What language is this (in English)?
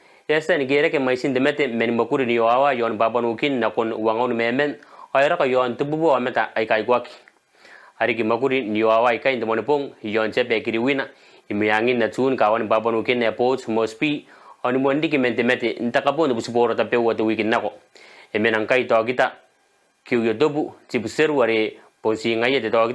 Gilbertese